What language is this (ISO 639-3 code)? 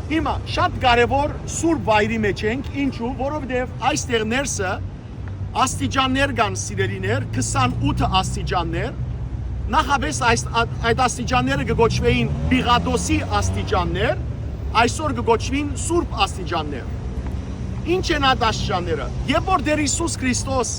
hyw